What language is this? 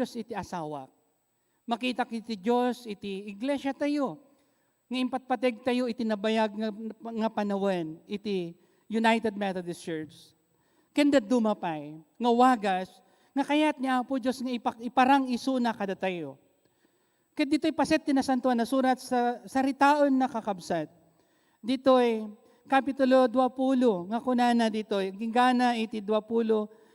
Iloko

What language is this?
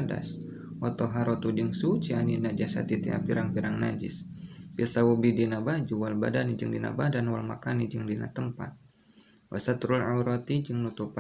Sundanese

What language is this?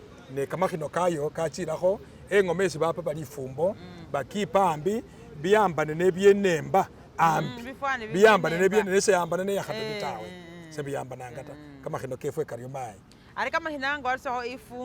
Masaaba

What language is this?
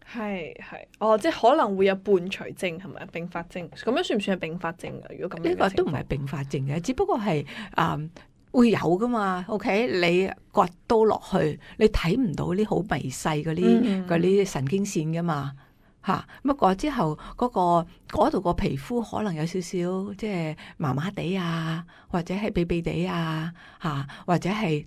Cantonese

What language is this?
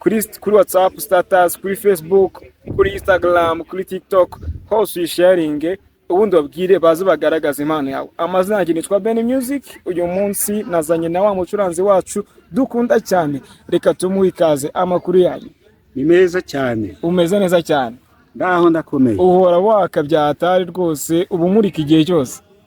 Kinyarwanda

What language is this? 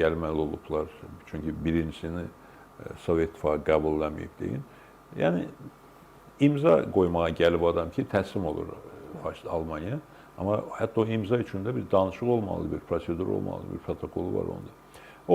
Azerbaijani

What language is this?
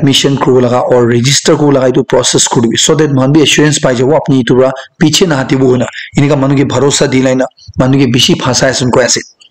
Naga Pidgin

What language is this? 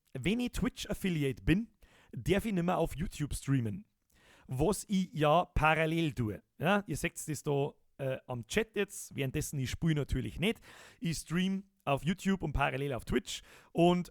Bavarian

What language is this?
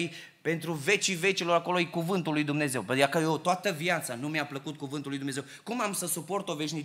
Romanian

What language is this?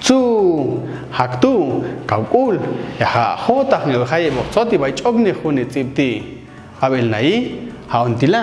Popti'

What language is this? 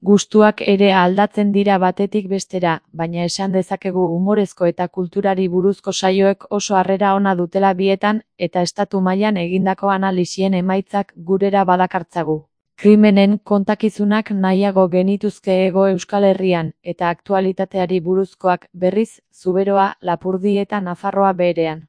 Basque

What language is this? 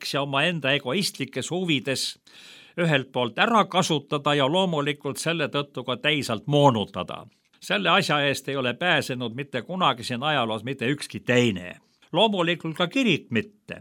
Estonian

